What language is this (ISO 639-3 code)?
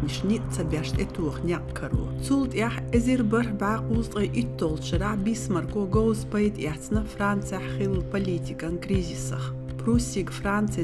che